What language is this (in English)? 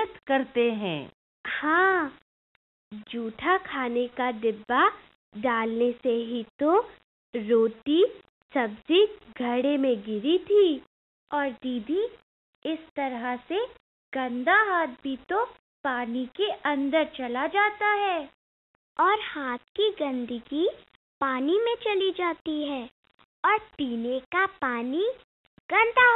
Hindi